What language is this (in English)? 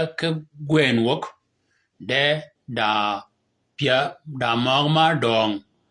Shilluk